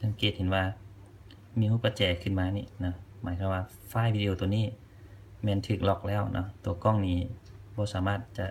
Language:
Lao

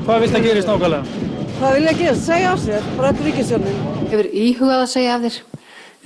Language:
Icelandic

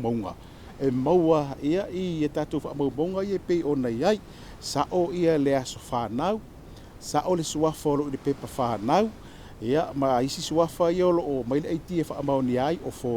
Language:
Samoan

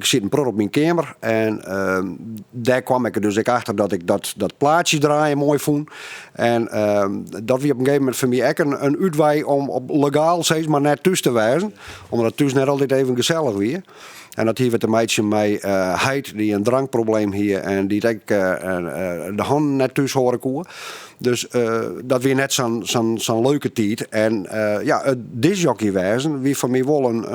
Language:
Western Frisian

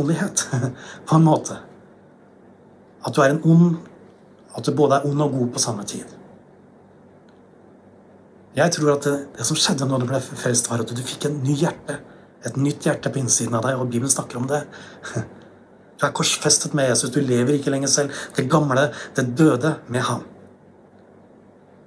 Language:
Norwegian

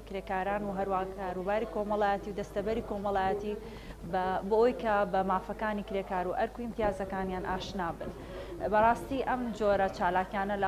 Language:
Central Kurdish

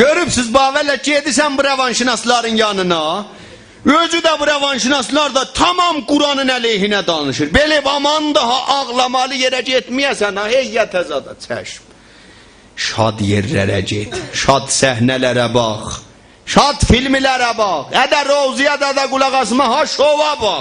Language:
South Azerbaijani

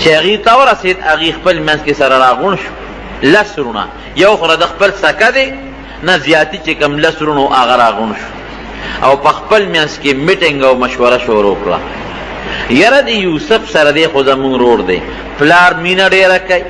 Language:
Pashto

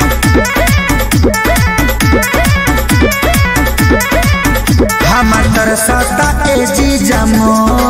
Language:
Bhojpuri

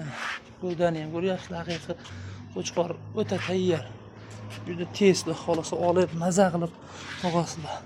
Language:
Uzbek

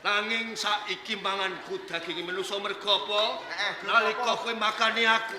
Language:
Javanese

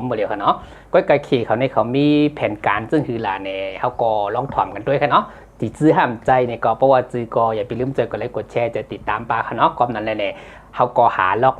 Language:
Shan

